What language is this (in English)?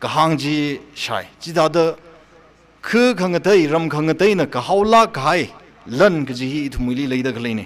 Tangkhul Naga (India)